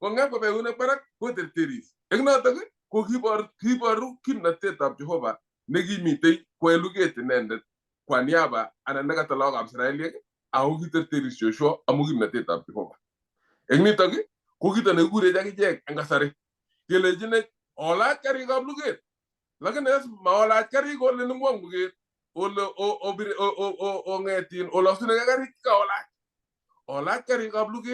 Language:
Kalenjin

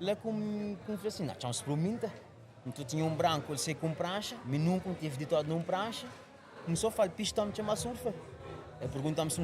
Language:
Kabuverdianu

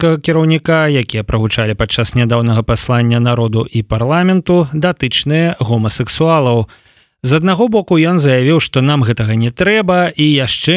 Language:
Belarusian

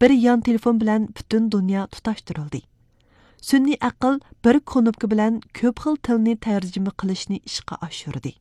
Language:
Uyghur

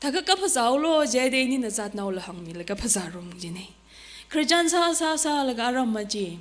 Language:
Tangkhul Naga (India)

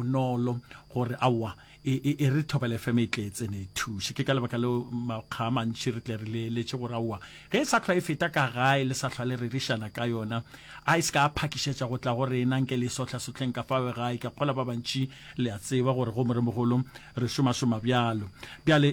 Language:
Northern Sotho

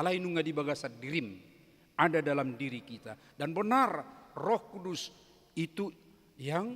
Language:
Batak Toba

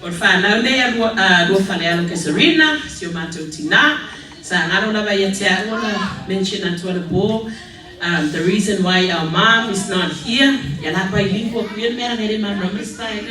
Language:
Samoan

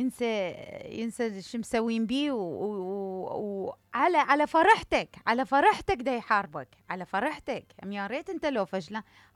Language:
Mesopotamian Arabic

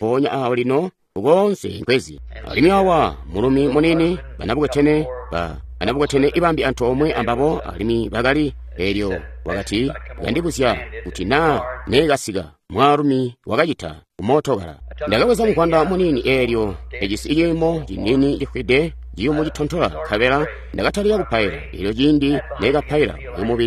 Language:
Tonga (Zambia)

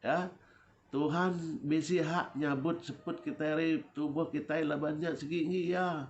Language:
Iban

